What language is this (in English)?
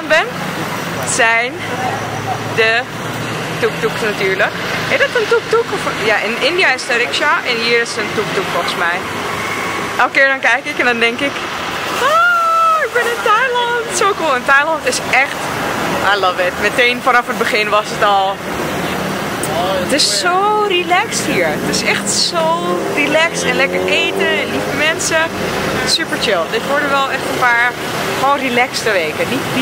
Dutch